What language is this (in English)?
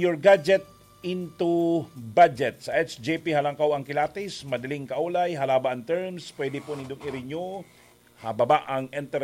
Bikol